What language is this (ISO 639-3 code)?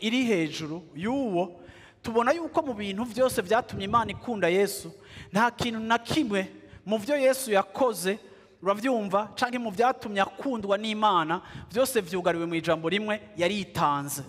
run